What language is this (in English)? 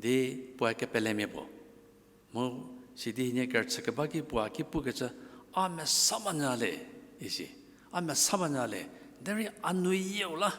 Angami Naga